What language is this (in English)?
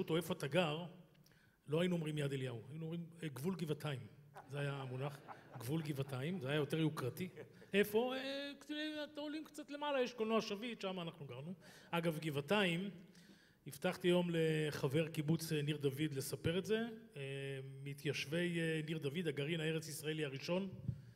Hebrew